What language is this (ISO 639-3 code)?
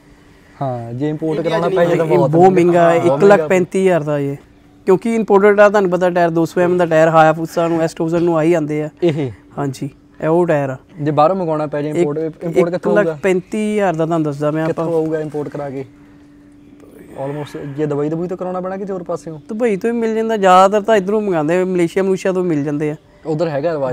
pan